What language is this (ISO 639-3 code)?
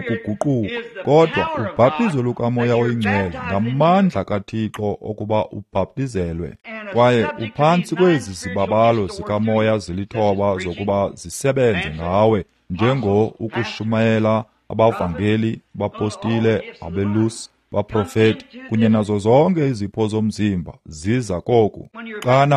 xho